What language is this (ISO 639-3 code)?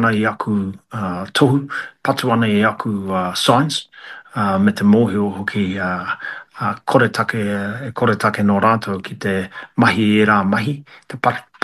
mri